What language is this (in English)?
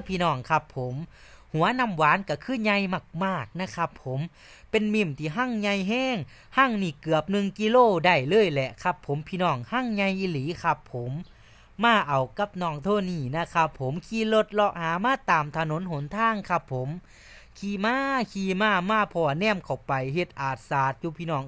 Northeastern Thai